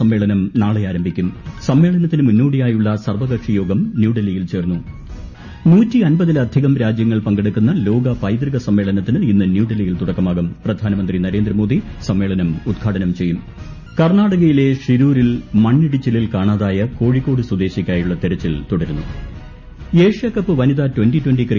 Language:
Malayalam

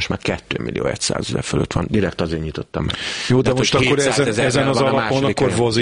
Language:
Hungarian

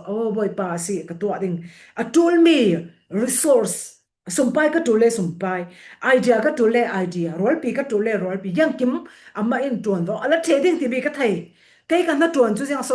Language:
Falam Chin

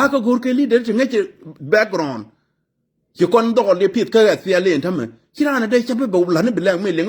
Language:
Nuer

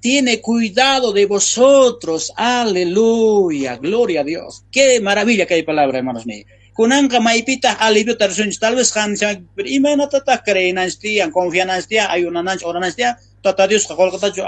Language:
South Bolivian Quechua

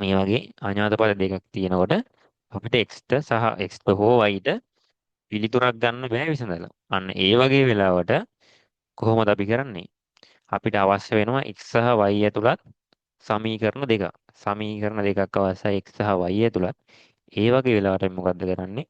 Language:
Sinhala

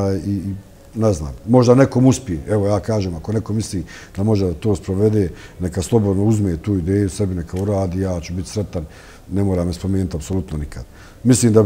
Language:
Bosnian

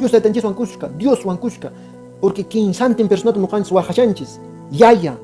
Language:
Quechua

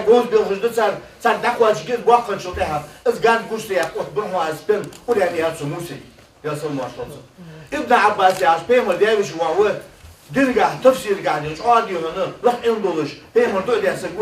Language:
Ingush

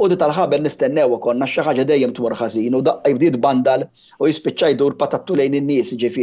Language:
Maltese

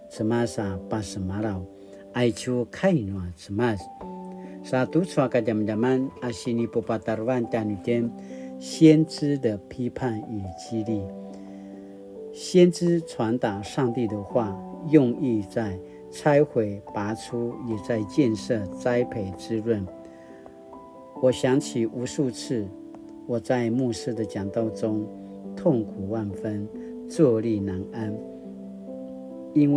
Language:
Paiwan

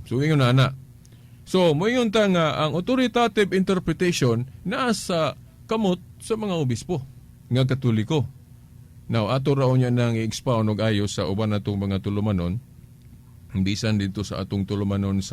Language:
Cebuano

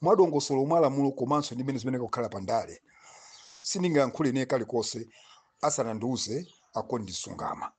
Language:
Nyanja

